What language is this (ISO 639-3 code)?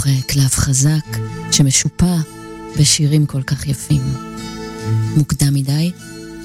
heb